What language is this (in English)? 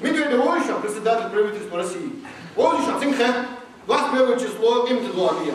Ingush